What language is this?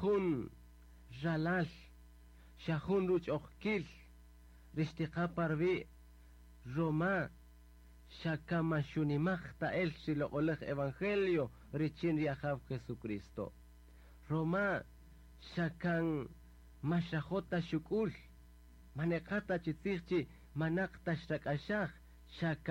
Kaqchikel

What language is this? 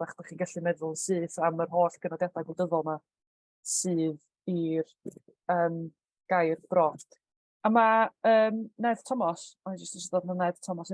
Welsh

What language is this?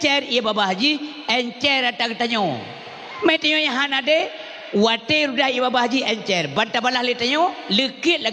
Achinese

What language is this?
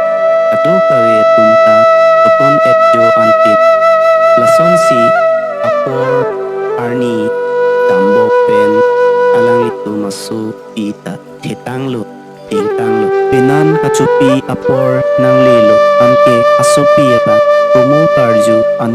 Karbi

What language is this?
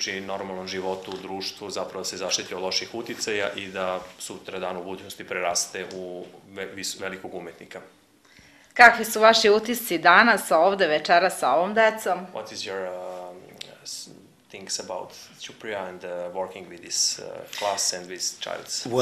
Serbian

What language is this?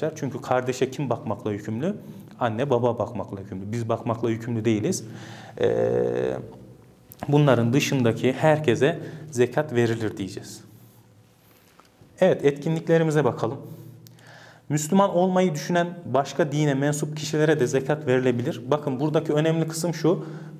Turkish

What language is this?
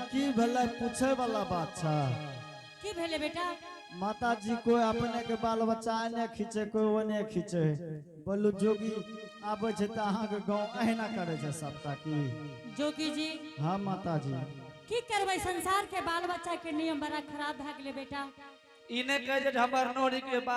Angika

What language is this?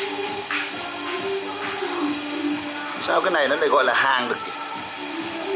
Vietnamese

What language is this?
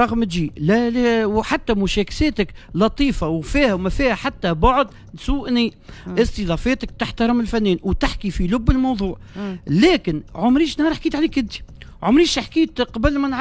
Tunisian Arabic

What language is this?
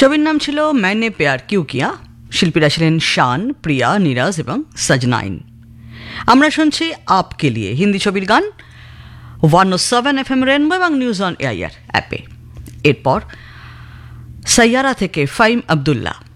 Bangla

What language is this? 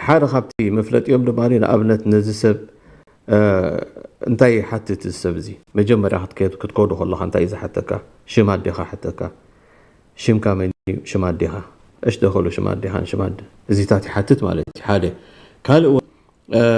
Tigrinya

